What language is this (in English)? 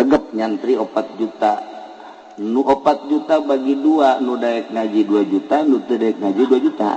Sundanese